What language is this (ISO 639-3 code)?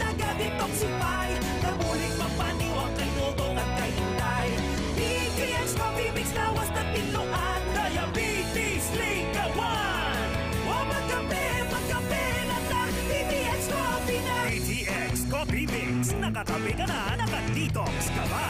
hil